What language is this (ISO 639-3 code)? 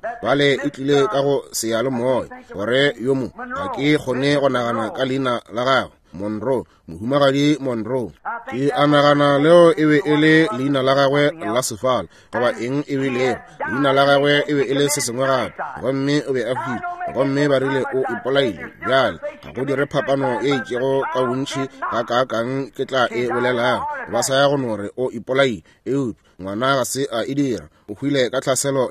nso